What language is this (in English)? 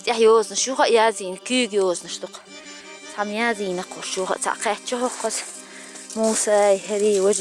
Chechen